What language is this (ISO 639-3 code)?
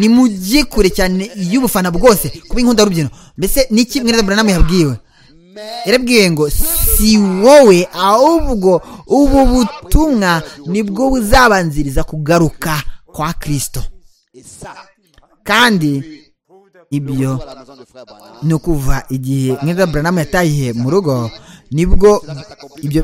kin